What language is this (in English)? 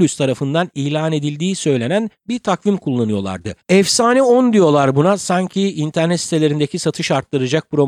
Turkish